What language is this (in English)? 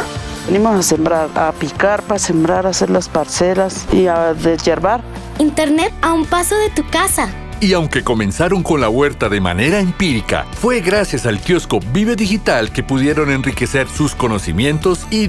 Spanish